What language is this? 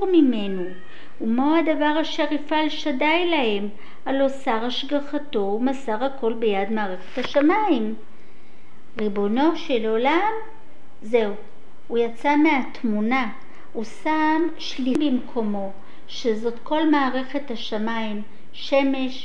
Hebrew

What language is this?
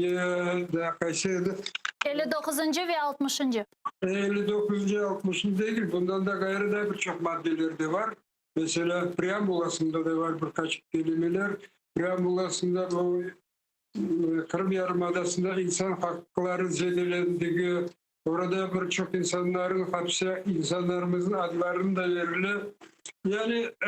Crimean Tatar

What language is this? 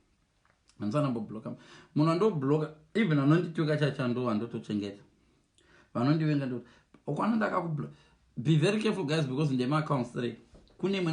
Shona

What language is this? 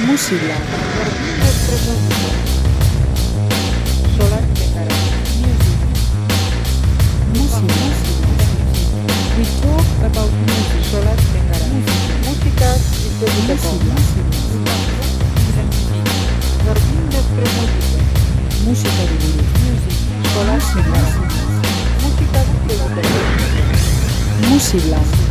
Basque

